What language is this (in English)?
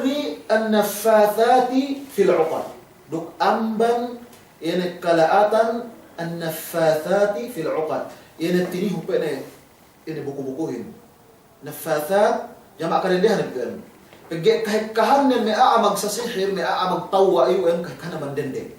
Yakan